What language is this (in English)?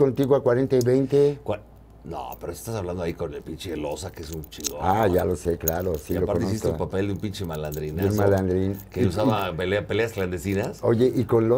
Spanish